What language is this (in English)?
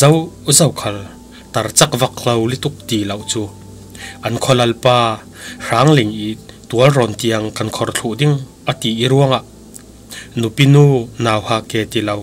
Falam Chin